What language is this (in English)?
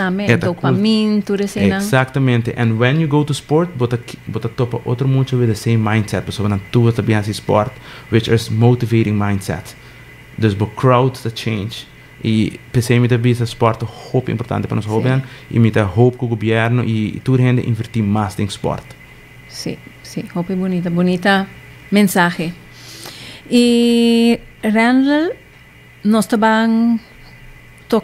Papiamento